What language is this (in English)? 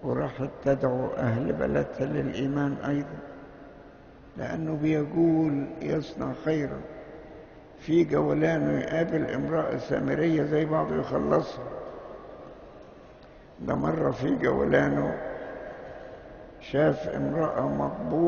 Egyptian Arabic